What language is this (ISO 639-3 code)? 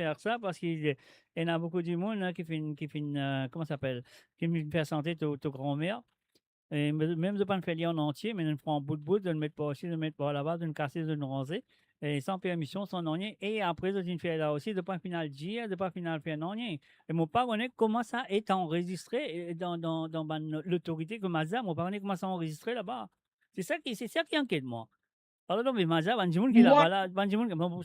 mfe